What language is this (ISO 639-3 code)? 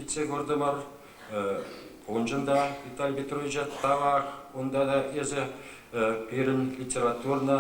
chv